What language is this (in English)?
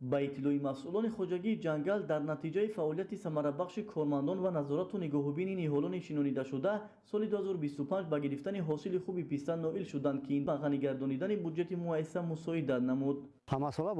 Tajik